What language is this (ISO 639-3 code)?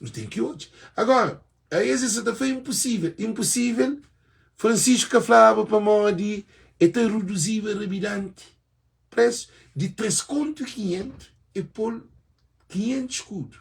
kea